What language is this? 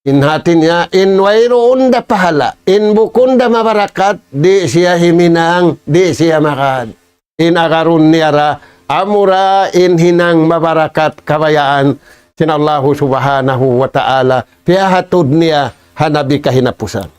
Tausug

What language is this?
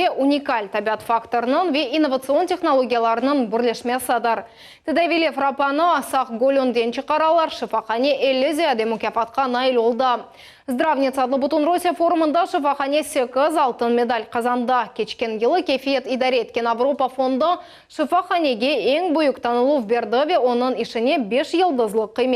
Crimean Tatar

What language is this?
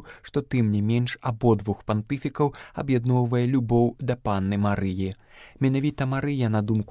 Belarusian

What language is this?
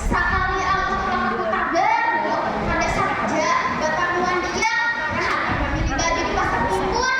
Banjar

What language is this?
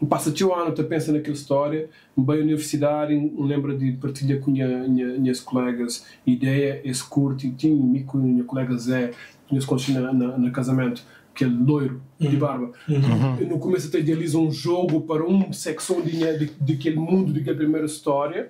Kabuverdianu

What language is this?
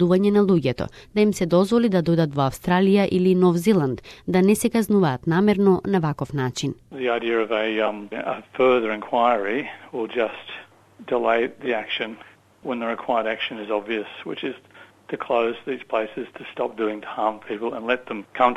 Macedonian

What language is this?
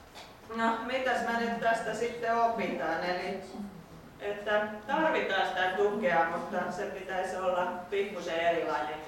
Finnish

